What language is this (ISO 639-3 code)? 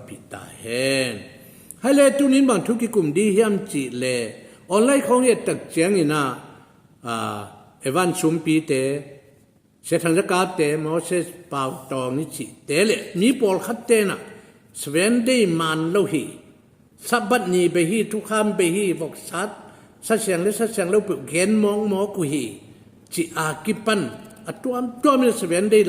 ctd